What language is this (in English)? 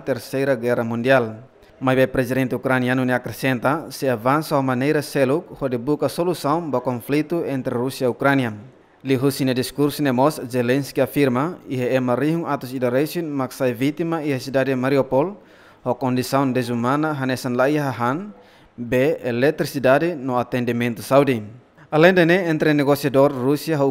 Tetum